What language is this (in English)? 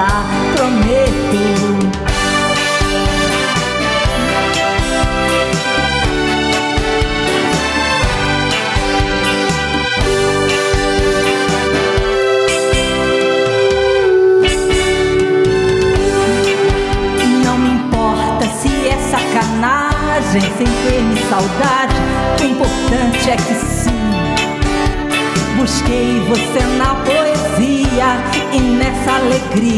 Portuguese